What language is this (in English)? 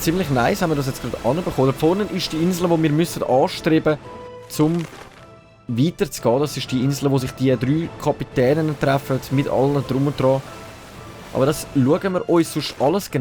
Swiss German